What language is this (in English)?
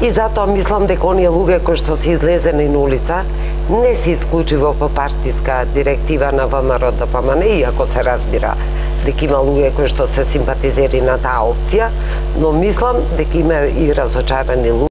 Macedonian